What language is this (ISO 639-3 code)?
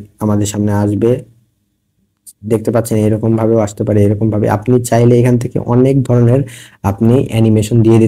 ben